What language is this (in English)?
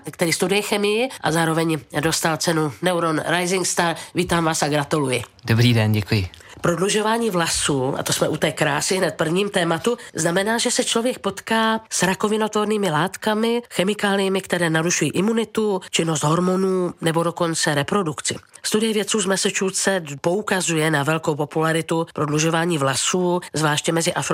Czech